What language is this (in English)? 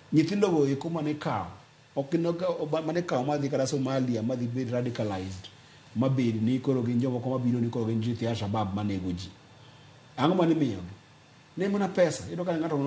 Luo (Kenya and Tanzania)